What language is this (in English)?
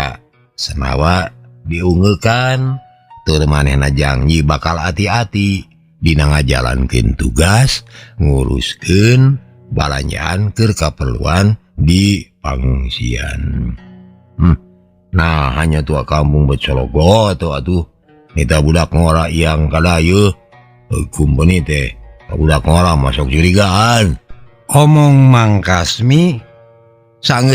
Sundanese